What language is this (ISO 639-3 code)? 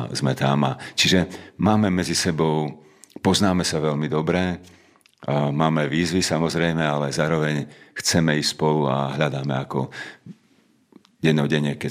slk